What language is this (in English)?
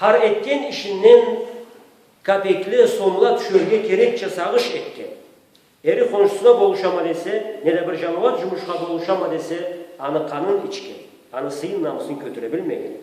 Karachay-Balkar